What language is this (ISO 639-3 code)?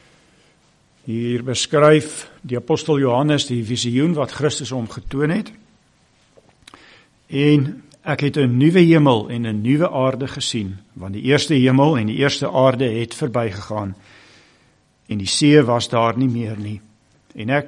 afr